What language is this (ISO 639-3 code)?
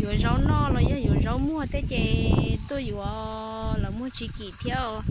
hmn